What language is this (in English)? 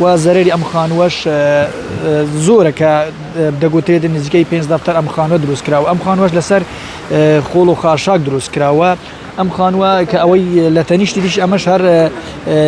Central Kurdish